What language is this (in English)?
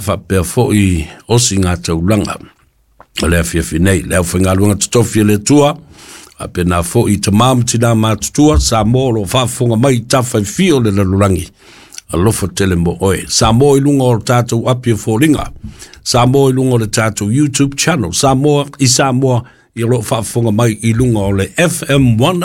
Samoan